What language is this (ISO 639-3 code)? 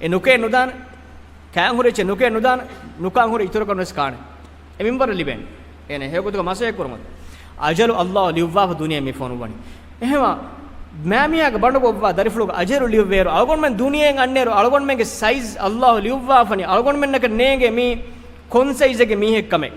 div